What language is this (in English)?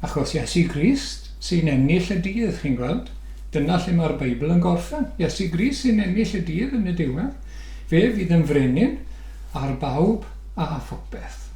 Welsh